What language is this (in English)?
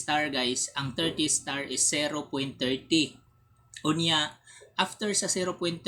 Cebuano